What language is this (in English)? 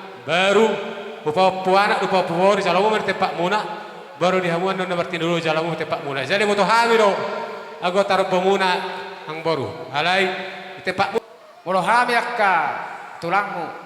Batak Toba